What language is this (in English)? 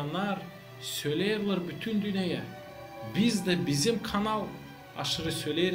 Gagauz